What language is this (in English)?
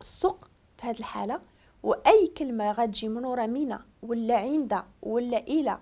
Moroccan Arabic